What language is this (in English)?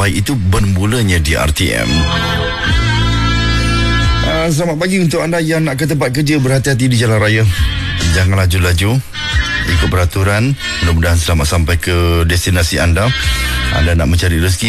Malay